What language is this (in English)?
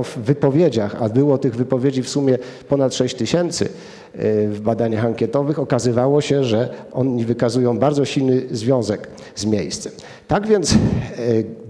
Polish